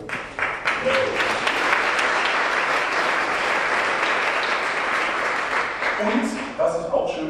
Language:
German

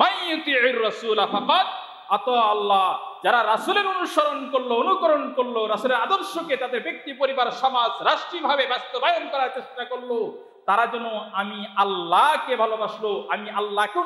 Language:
Bangla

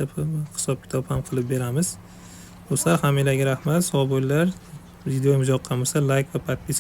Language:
Uzbek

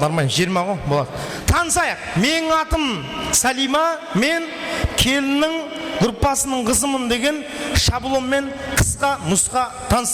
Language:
Kara-Kalpak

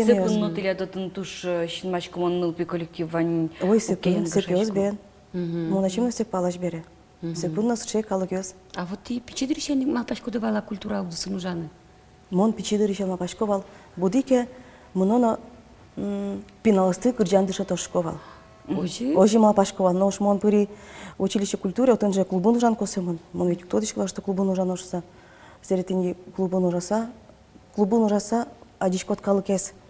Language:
Udmurt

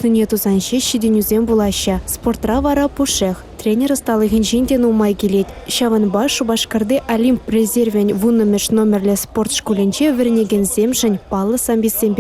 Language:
Chuvash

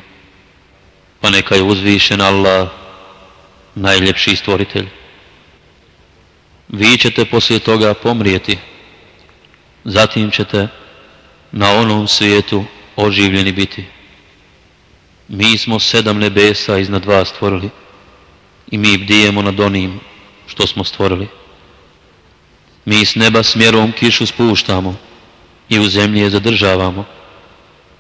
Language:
Bosnian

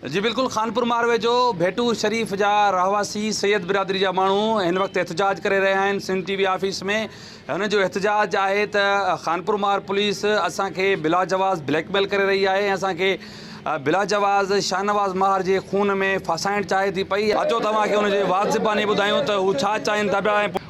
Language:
Sindhi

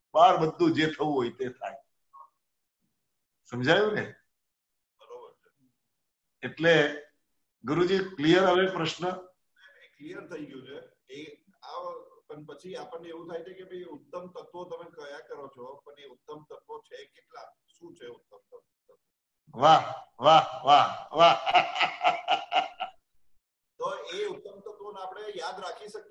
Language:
Gujarati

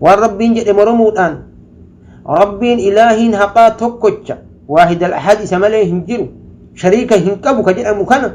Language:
Oromo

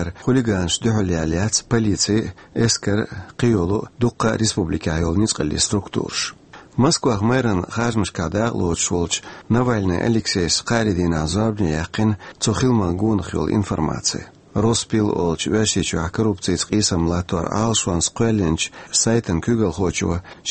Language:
Chechen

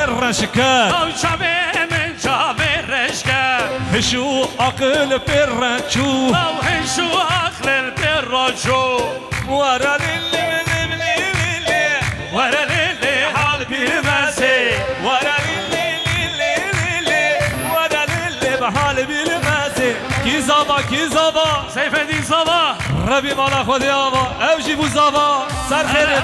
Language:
Kurdish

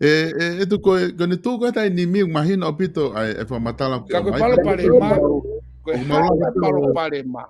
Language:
Tongan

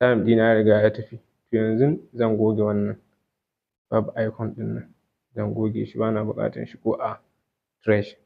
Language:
Hausa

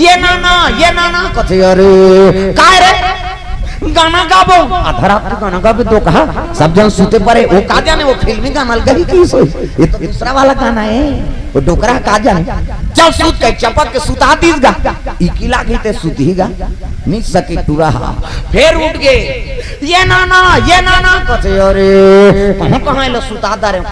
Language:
Chhattisgarhi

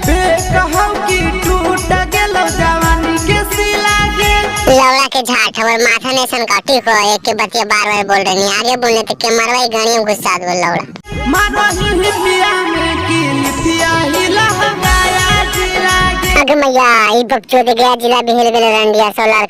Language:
Magahi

